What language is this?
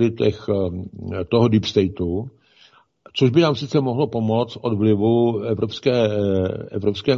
Czech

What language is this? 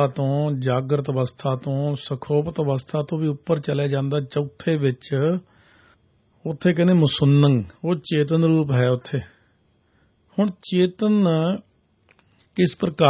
Punjabi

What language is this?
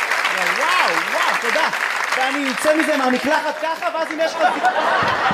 Hebrew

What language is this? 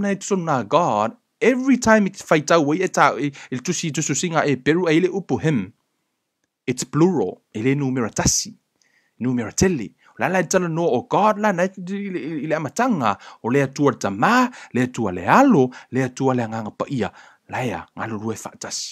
Samoan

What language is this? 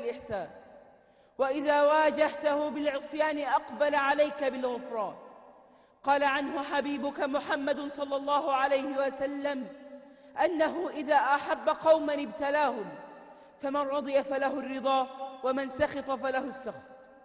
Arabic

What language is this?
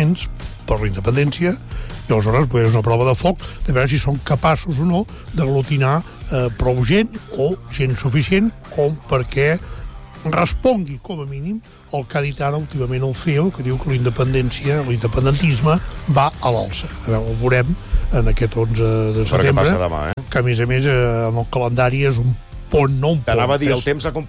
Catalan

